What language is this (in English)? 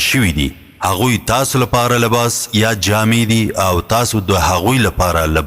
Pashto